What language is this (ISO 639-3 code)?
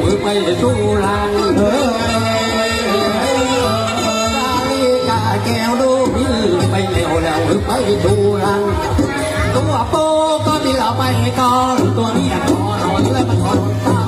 tha